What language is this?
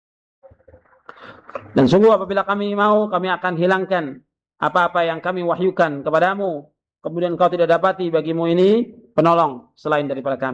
Indonesian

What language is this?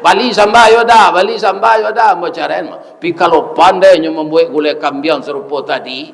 Minangkabau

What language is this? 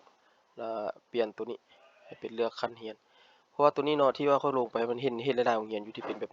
Lao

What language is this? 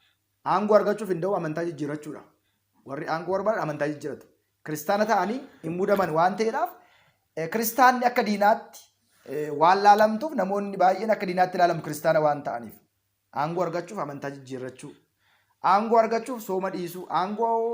Oromo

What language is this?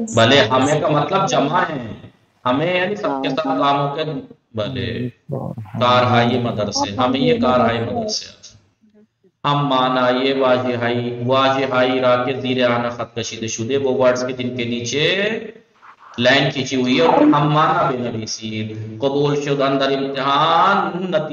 Urdu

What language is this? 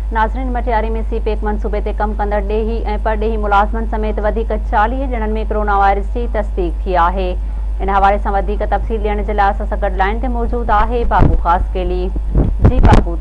Sindhi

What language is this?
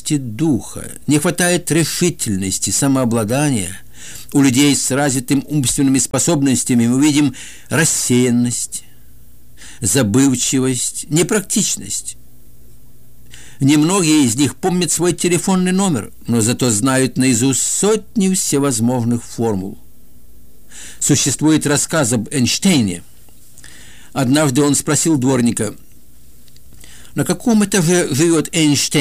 Russian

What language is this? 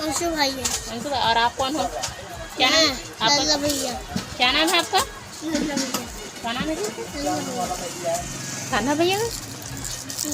Chhattisgarhi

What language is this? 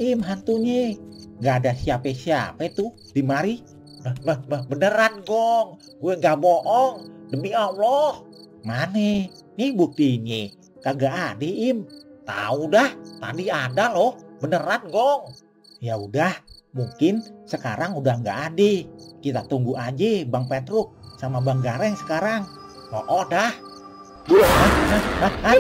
Betawi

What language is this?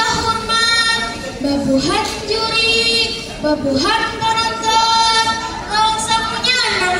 Banjar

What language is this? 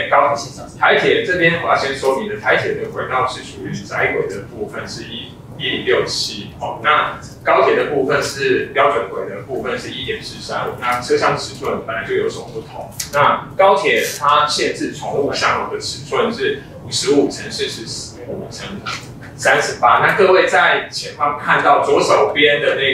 Chinese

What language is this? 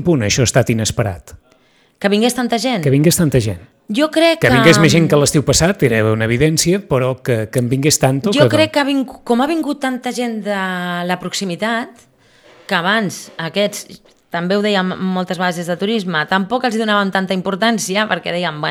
Catalan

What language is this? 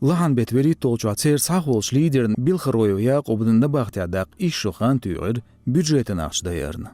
Chechen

